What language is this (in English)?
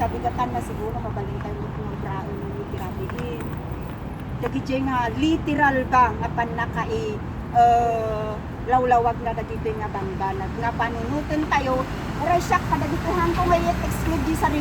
Iloko